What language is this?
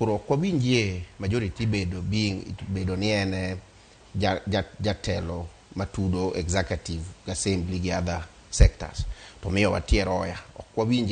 Luo (Kenya and Tanzania)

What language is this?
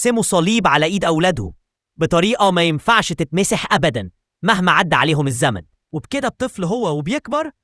Egyptian Arabic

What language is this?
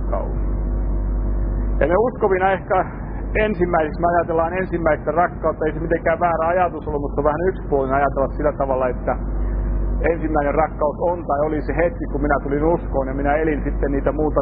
Finnish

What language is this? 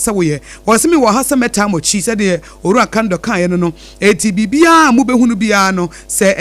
Akan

